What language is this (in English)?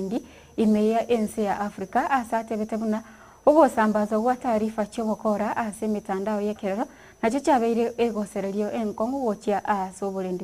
Gusii